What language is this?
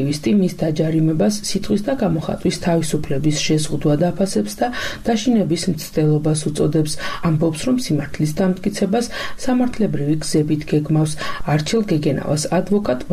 Georgian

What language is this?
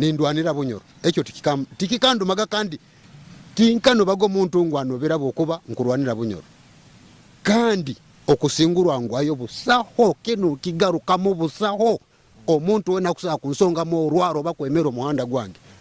Nyoro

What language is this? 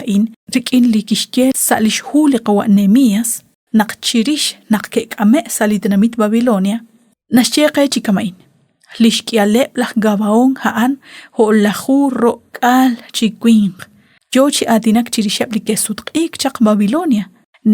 Kekchí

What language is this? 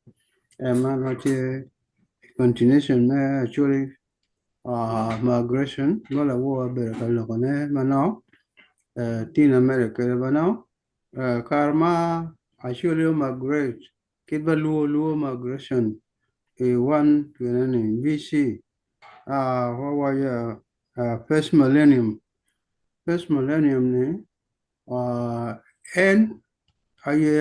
Acoli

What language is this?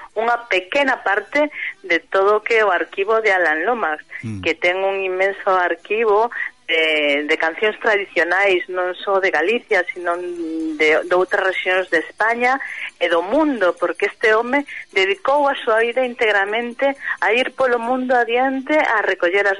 Galician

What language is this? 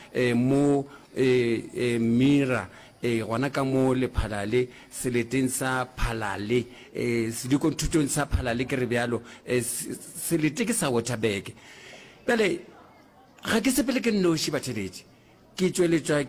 Northern Sotho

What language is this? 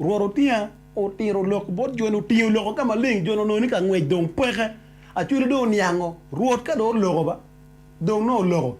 Acoli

